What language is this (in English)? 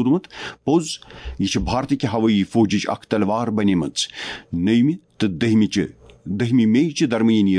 Kashmiri